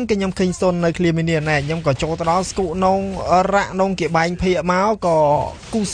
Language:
Khmer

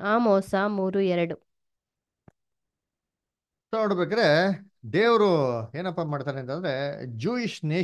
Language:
Kannada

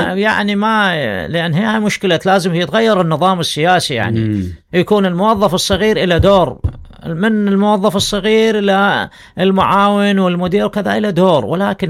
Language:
Mesopotamian Arabic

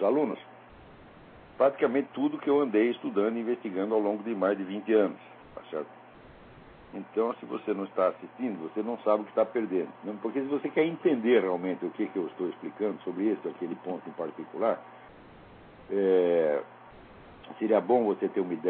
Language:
Portuguese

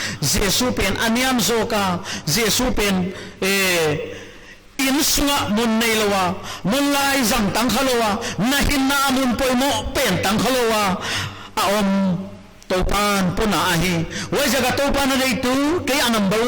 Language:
Paite Chin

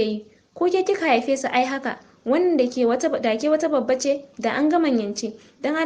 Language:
Hausa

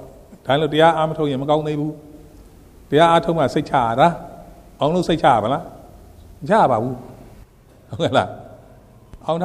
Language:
Burmese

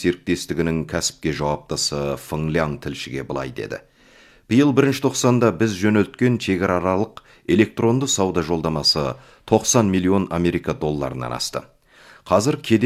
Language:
Kazakh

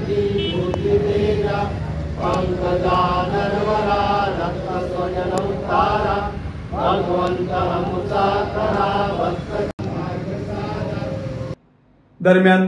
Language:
Marathi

